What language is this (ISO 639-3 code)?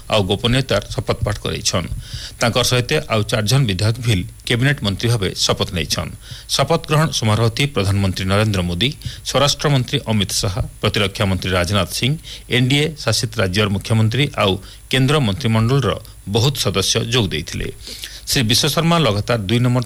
ori